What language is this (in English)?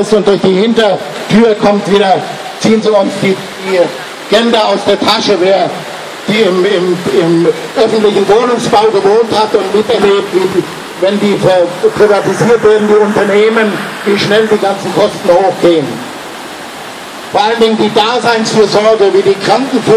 German